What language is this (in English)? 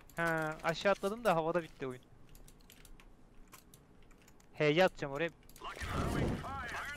Turkish